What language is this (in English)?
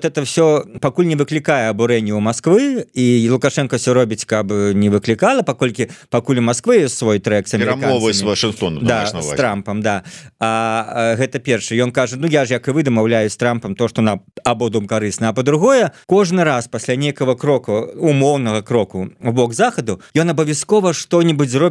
Belarusian